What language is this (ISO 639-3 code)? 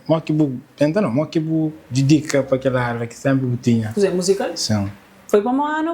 kea